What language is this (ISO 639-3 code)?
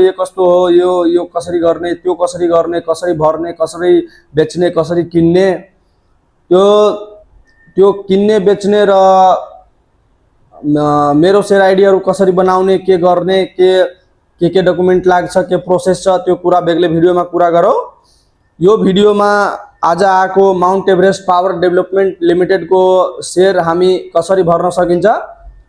nep